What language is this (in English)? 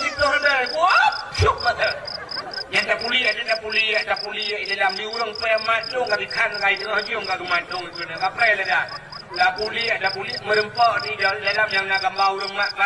Achinese